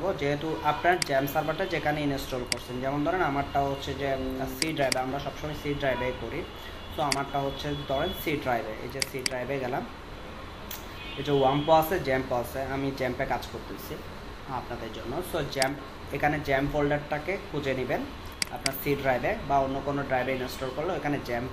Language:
Bangla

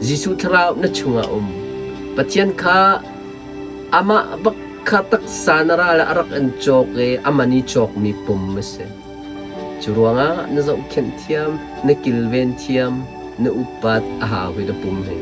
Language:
Hakha Chin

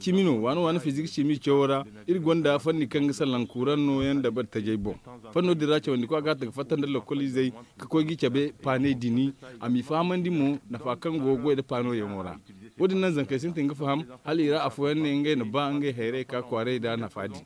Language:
Zarma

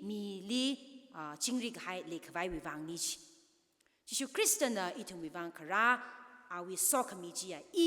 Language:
Tangkhul Naga (India)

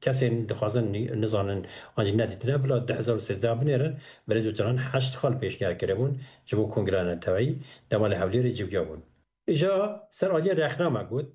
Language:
Kurdish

